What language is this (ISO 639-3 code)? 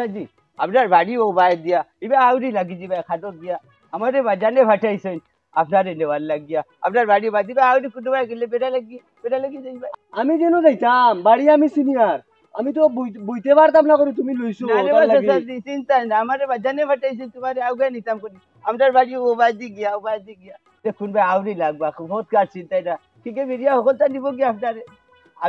syl